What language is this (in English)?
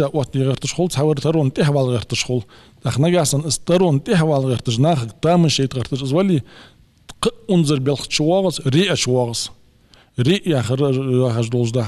Ingush